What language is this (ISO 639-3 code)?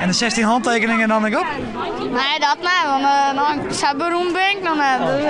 fry